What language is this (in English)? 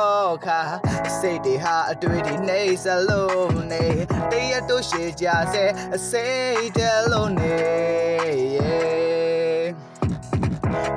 Burmese